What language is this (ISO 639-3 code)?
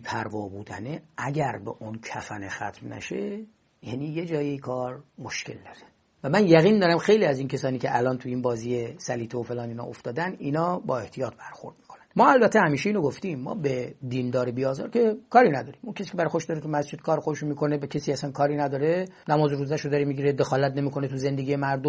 fas